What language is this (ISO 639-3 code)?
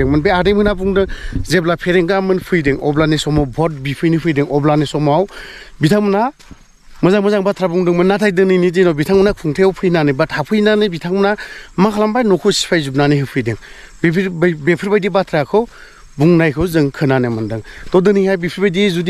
brx